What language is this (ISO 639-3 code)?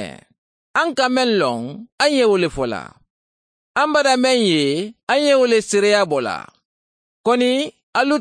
man